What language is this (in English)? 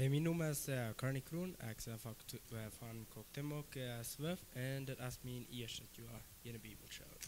Plautdietsch